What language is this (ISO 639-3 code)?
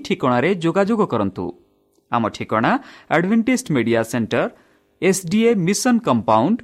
ori